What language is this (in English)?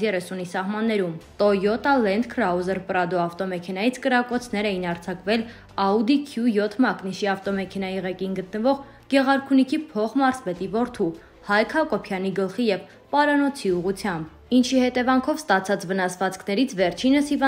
Armenian